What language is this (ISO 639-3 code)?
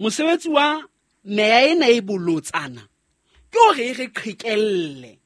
sot